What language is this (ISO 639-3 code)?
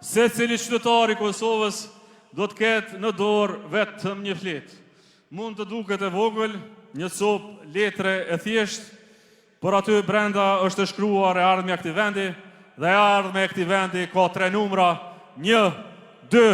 sqi